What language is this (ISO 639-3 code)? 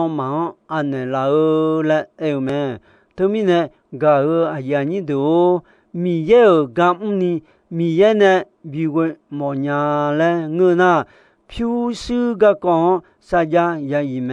ahk